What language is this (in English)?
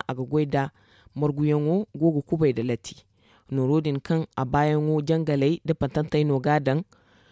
Zarma